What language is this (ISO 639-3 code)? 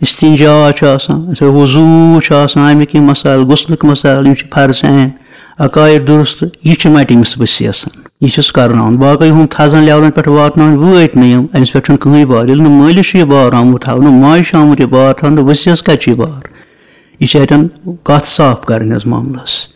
kas